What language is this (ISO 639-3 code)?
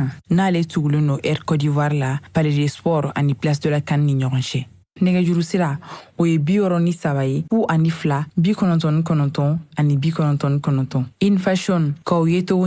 bam